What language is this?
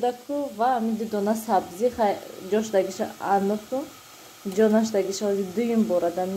Tajik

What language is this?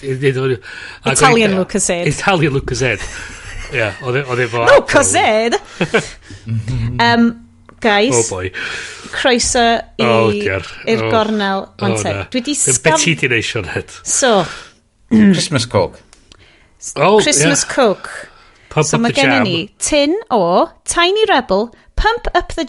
Welsh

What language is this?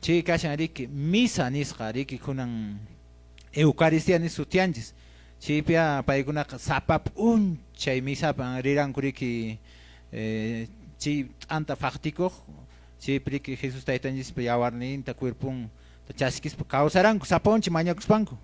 Quechua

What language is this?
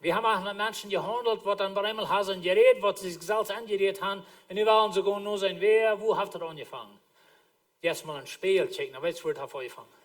Plautdietsch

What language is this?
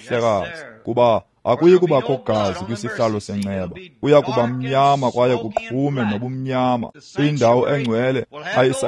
Xhosa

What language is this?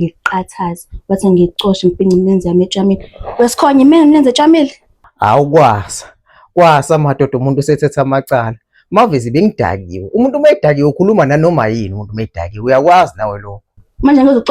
Zulu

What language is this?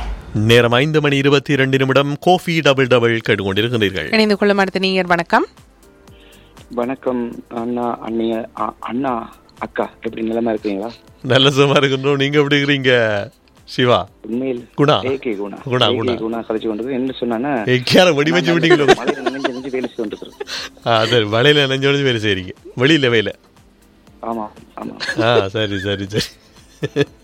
Tamil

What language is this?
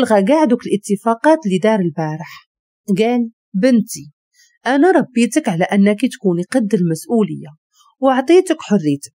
Moroccan Arabic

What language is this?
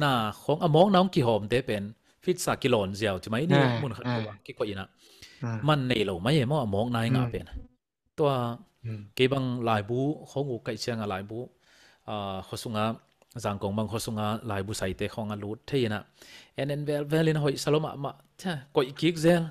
Tedim Chin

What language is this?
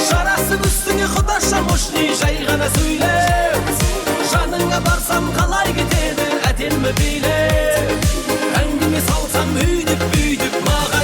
Kara-Kalpak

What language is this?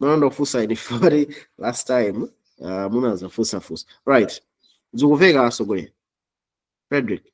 Nyanja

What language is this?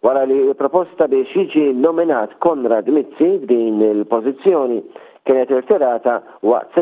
Maltese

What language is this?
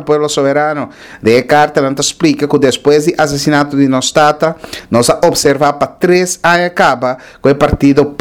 Papiamento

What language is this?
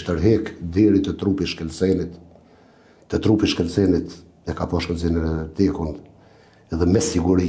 Albanian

